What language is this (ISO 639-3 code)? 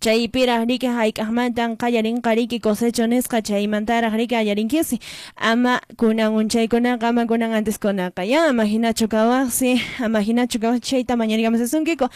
que